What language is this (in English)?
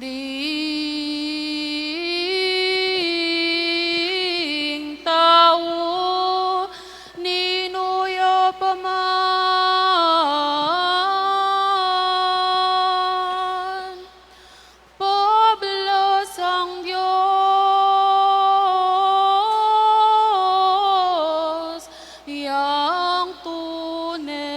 Pampanga